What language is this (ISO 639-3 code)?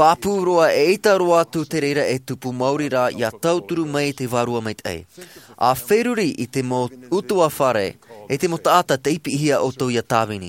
tah